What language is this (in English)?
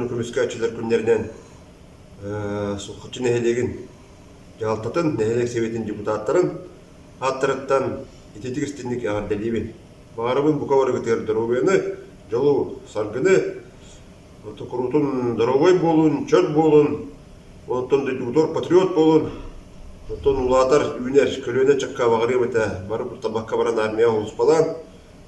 Yakut